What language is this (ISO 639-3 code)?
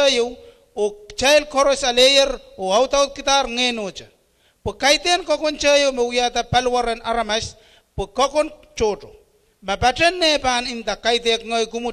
pon